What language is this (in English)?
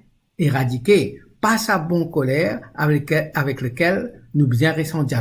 Morisyen